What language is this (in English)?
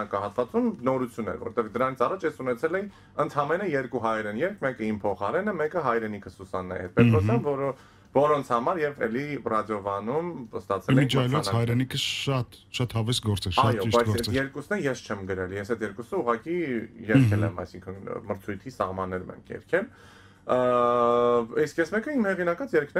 Armenian